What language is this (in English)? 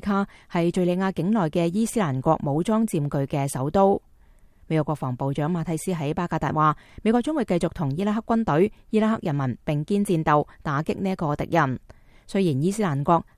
Cantonese